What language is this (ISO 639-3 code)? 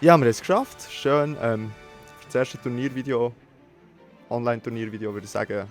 gsw